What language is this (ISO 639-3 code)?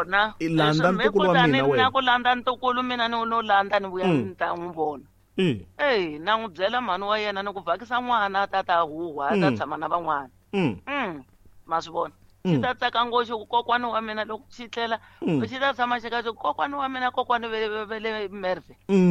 tso